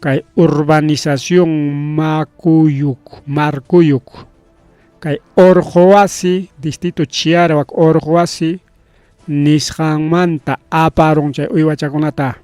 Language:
Ayacucho Quechua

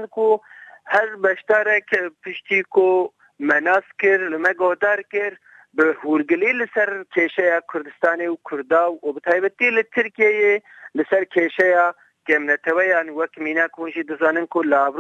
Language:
Kurdish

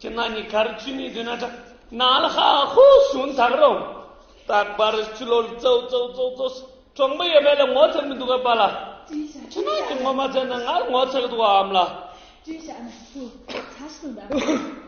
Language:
Tibetan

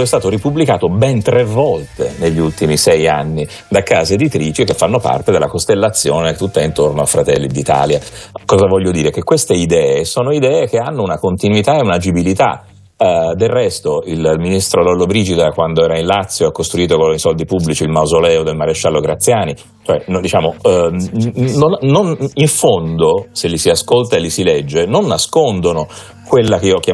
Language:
Italian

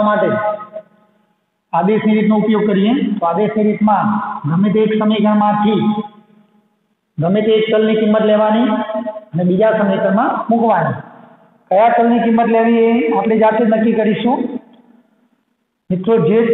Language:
Gujarati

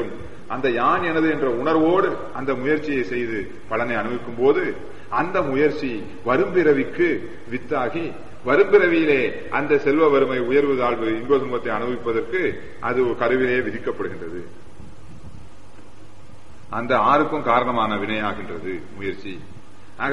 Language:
Tamil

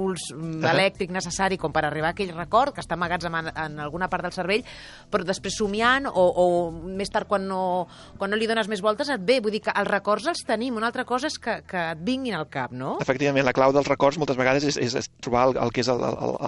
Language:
Catalan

